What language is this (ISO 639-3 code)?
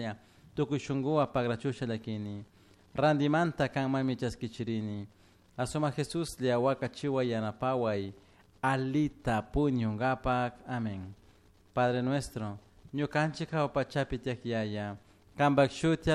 qug